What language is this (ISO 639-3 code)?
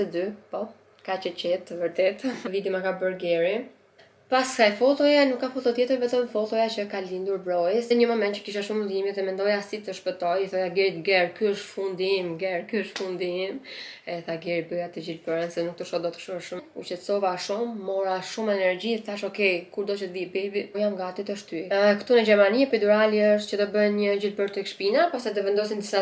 sqi